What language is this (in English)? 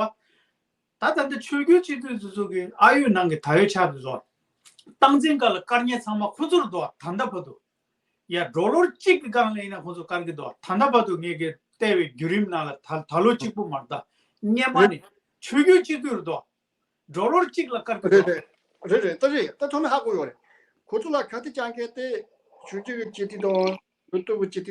Tibetan